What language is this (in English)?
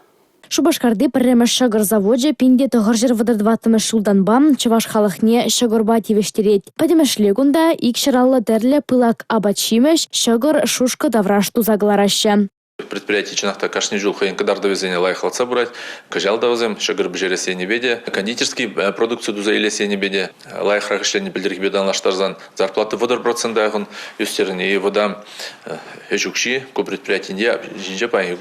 Chuvash